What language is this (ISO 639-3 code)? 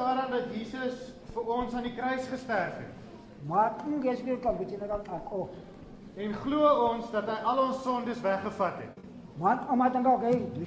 afr